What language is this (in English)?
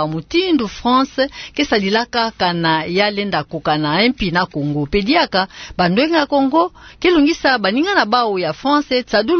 Kituba (Democratic Republic of Congo)